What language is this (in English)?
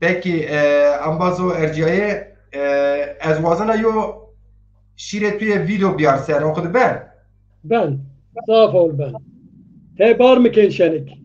Zaza